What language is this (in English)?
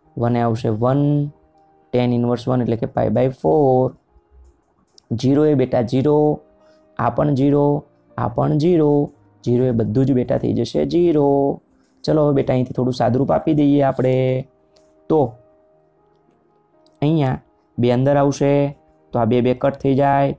Gujarati